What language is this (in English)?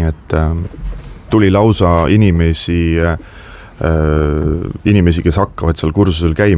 Estonian